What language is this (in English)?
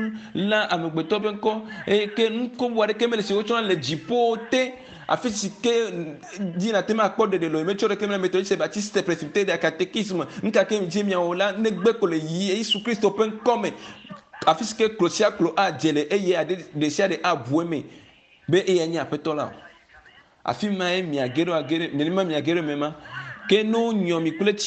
Ewe